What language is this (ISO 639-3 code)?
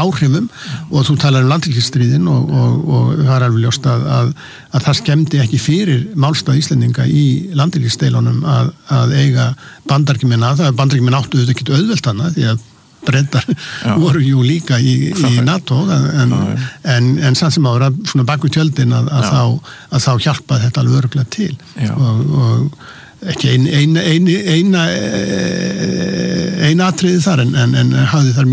isl